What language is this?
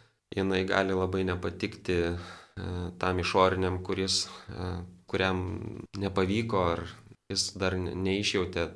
Lithuanian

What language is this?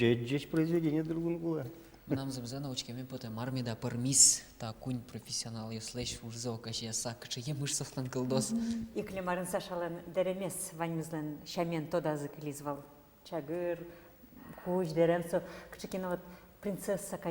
Udmurt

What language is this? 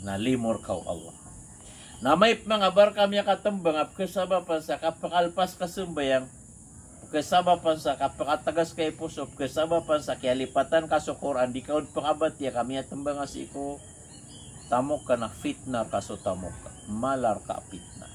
Maranao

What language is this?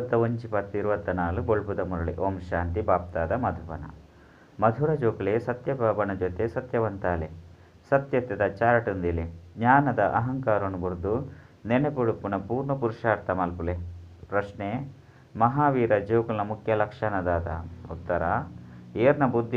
Tulu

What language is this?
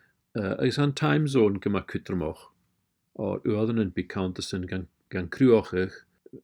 Scottish Gaelic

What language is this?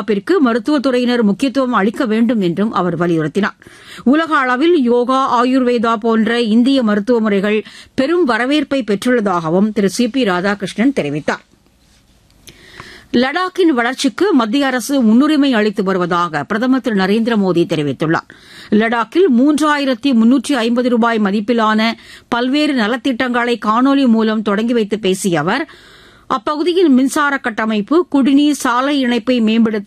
Tamil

